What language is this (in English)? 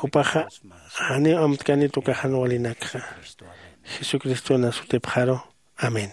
Aymara